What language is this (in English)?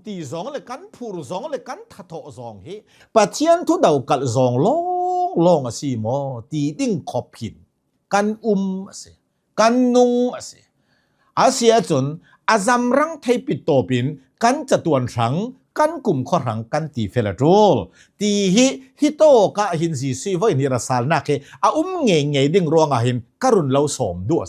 Hakha Chin